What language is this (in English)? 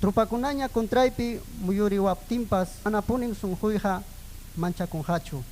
Ayacucho Quechua